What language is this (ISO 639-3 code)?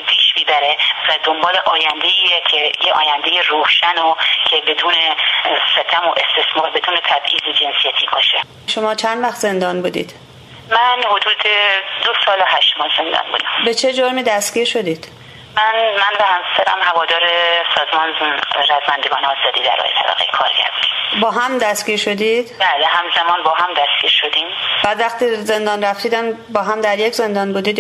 fas